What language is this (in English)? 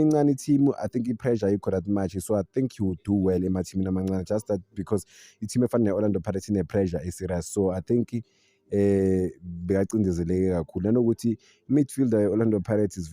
Zulu